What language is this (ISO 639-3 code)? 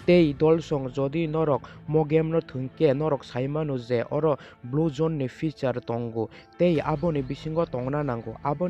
trp